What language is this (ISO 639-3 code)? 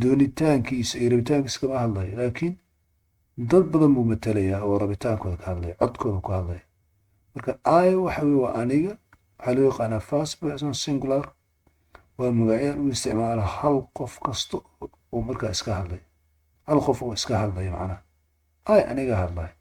som